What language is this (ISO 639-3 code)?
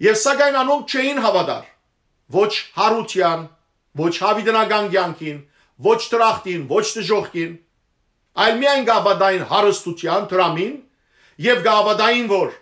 hyw